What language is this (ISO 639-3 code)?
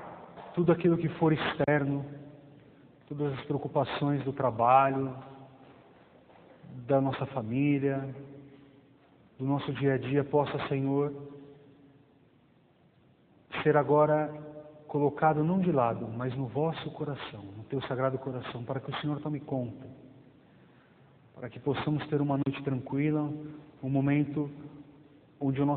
por